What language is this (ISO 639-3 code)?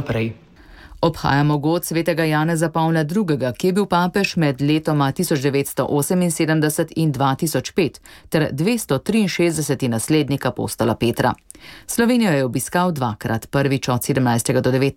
slv